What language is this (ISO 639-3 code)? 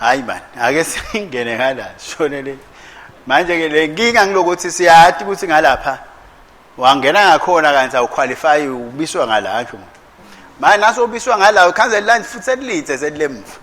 ssw